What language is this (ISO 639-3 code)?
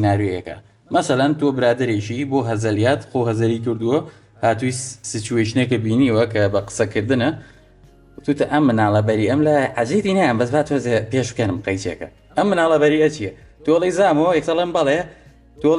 ckb